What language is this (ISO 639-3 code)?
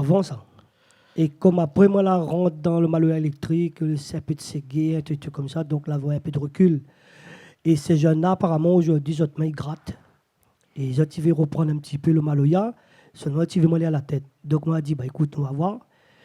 rcf